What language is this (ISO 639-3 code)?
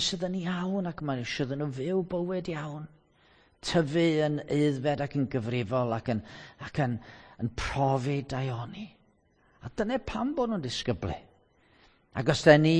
cym